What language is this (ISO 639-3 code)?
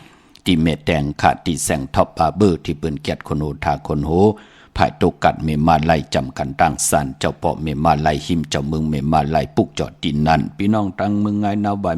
shn